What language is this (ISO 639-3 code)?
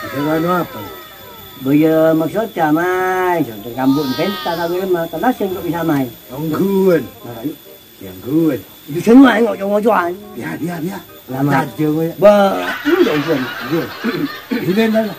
mad